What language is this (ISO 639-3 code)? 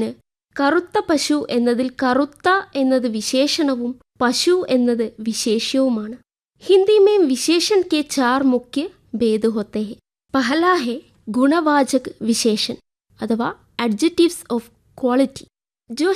mal